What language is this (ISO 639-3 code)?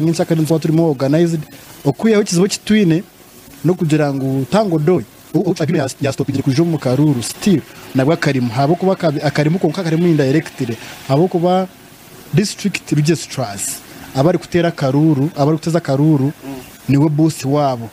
nyn